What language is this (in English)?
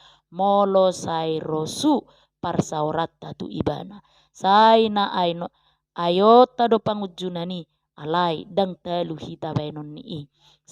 Batak Toba